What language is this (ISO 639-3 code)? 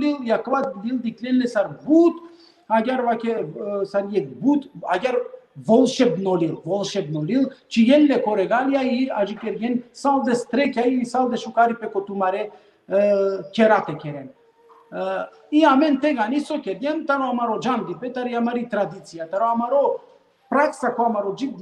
rmn